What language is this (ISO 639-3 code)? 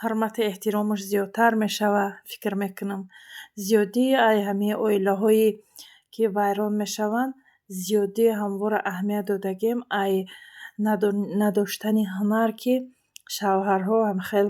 tgk